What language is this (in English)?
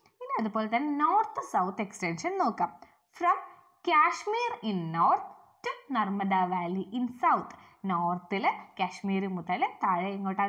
Malayalam